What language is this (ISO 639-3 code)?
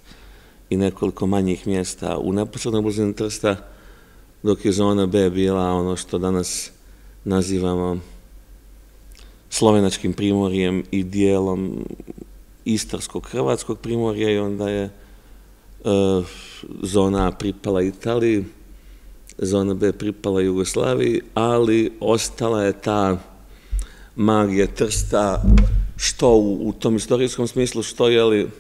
srp